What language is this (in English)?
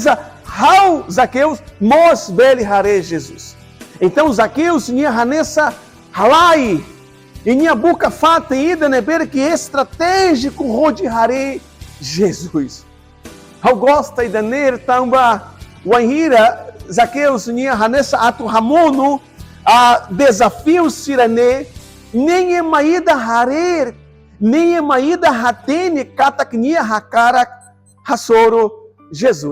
Tetum